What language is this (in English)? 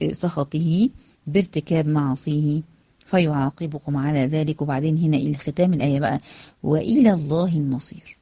Egyptian Arabic